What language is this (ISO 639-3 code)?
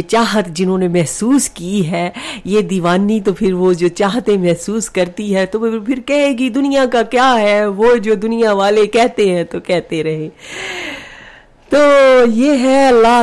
urd